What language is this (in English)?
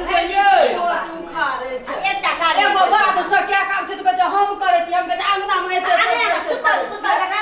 Maithili